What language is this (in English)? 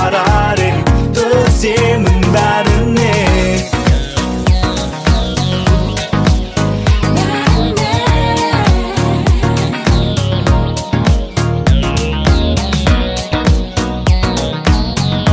Kazakh